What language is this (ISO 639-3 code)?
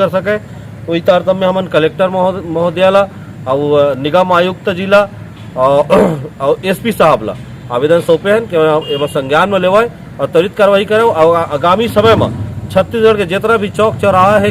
hne